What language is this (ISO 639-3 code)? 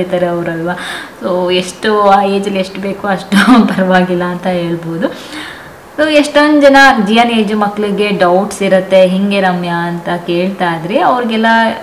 kan